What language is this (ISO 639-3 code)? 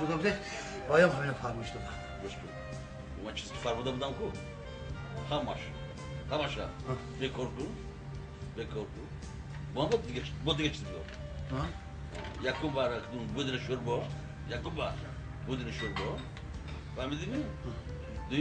tgk